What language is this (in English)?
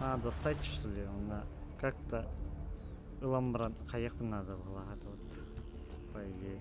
Yakut